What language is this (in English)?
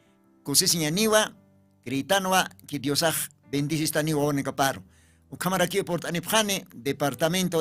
Aymara